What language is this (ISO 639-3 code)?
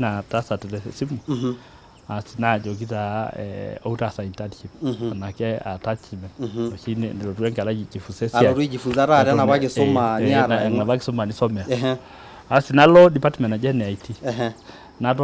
mas